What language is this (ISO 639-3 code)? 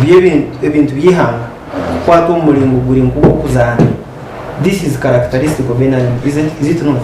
nyn